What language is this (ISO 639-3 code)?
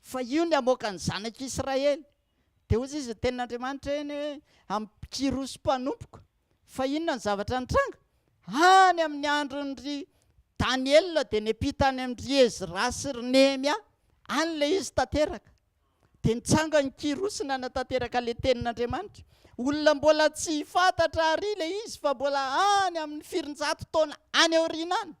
mlg